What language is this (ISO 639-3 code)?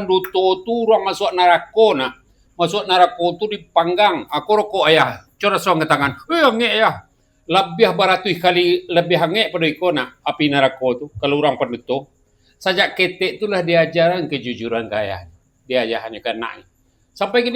min